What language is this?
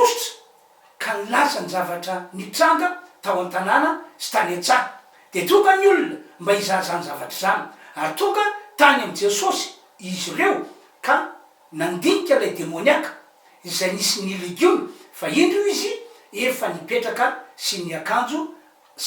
Malagasy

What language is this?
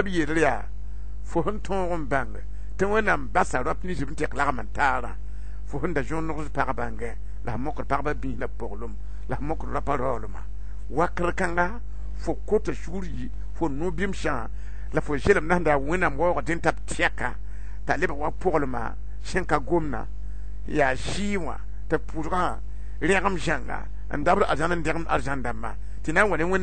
Mossi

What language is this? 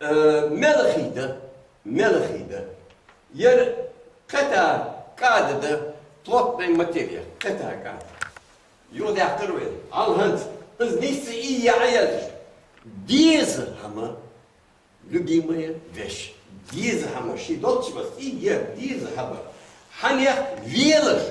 Ingush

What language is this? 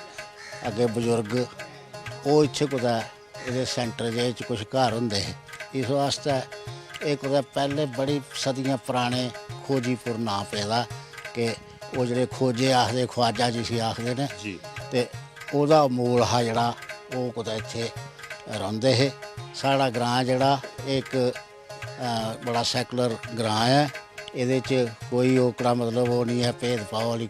Dogri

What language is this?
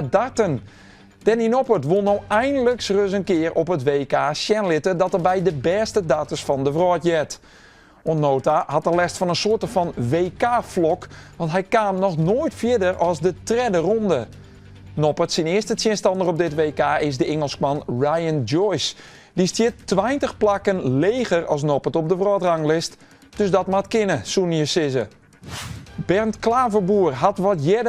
Western Frisian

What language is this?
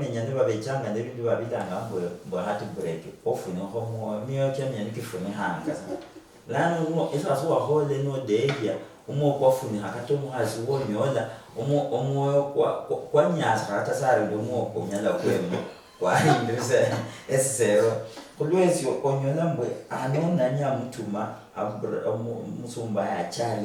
Luyia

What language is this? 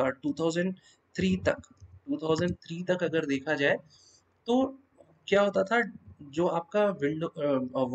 Hindi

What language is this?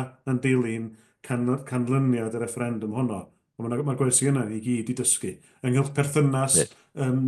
Welsh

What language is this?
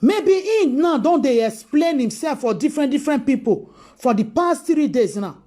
Nigerian Pidgin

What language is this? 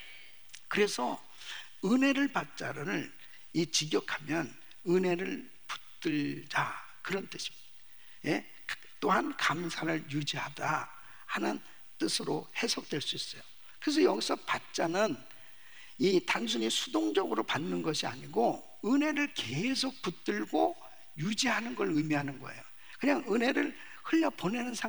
Korean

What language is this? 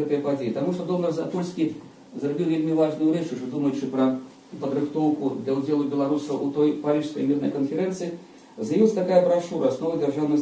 Belarusian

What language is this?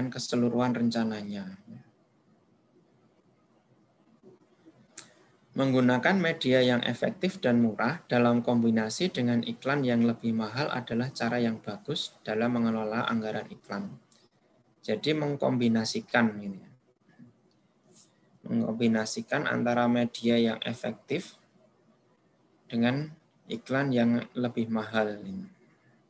Indonesian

